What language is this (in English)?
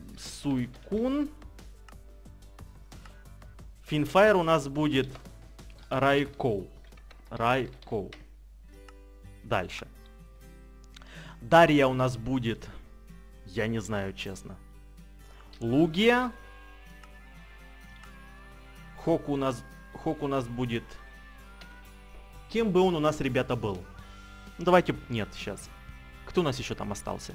Russian